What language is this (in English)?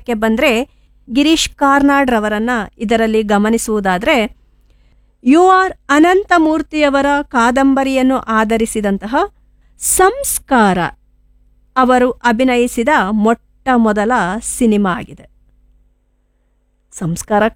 Kannada